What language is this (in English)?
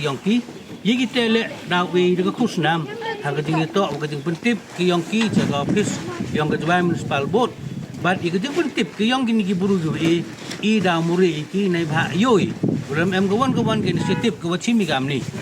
Pnar